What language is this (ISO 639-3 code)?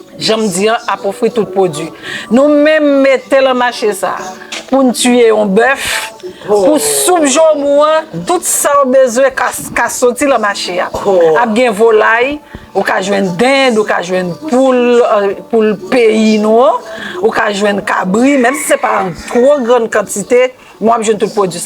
hat